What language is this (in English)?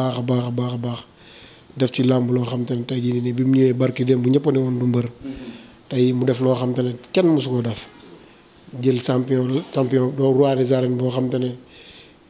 Wolof